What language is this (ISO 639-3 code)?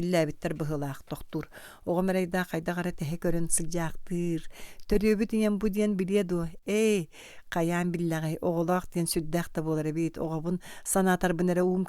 sah